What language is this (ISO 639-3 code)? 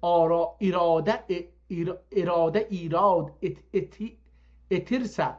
azb